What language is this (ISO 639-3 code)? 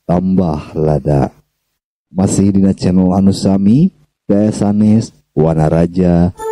sun